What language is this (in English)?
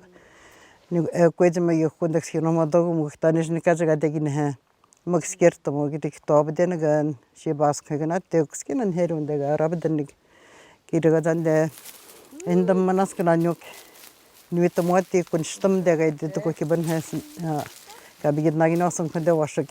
Atikamekw